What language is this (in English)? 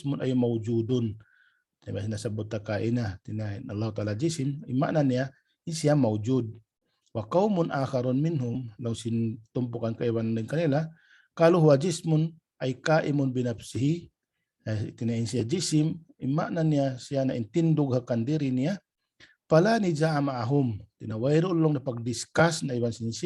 Tausug